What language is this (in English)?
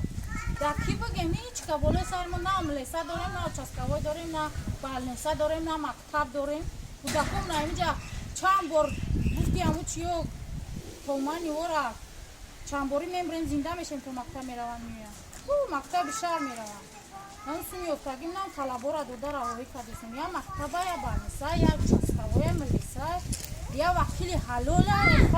Tajik